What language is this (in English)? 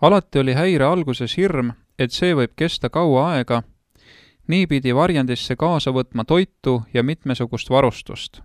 Estonian